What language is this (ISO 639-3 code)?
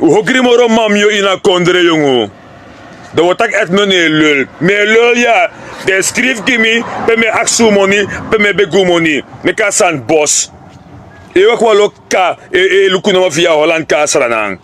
srn